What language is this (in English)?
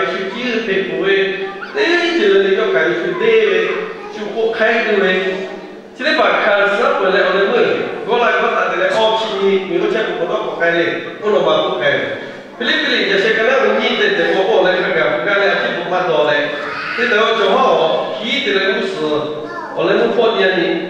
Lahu